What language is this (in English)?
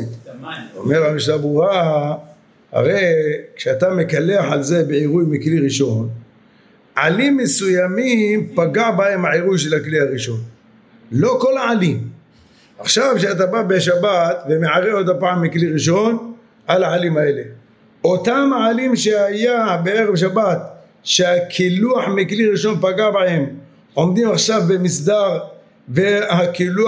Hebrew